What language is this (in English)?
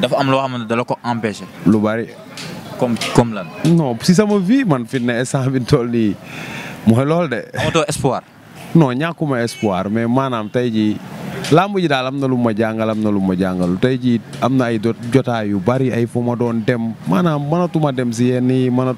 Wolof